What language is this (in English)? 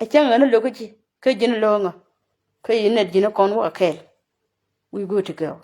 Nuer